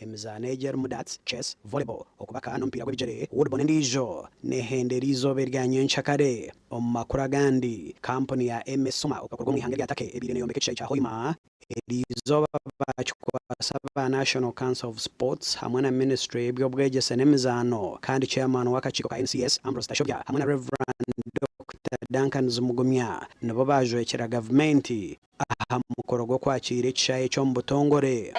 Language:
Nyankole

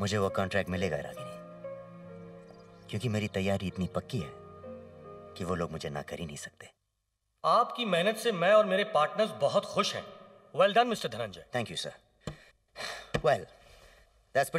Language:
Hindi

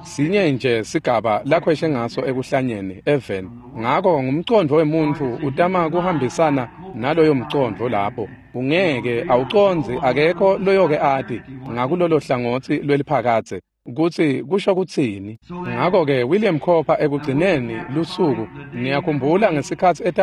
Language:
Swati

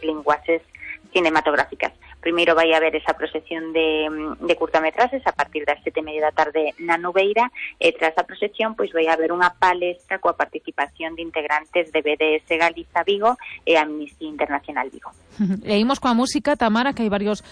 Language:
Galician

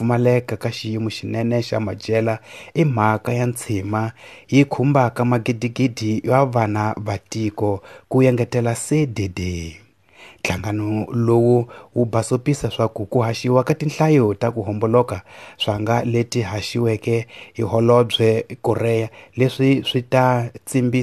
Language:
Tsonga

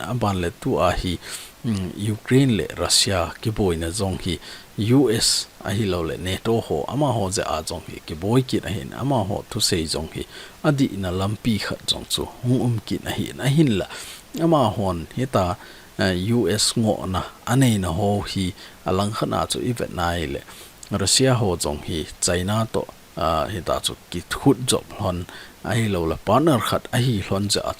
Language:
Thado Chin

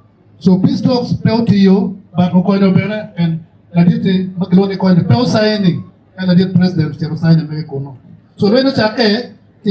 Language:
Acoli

